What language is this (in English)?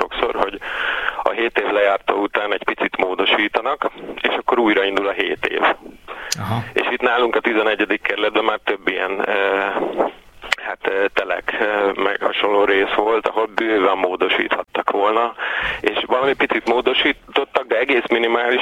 Hungarian